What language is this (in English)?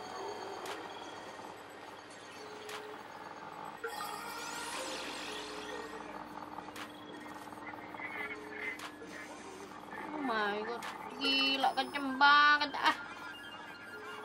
Indonesian